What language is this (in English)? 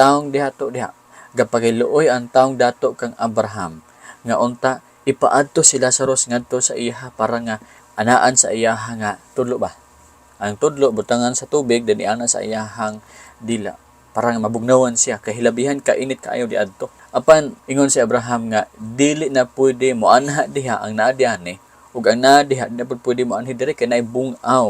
Cebuano